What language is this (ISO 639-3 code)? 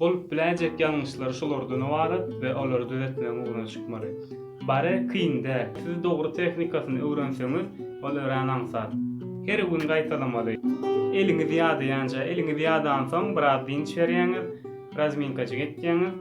tuk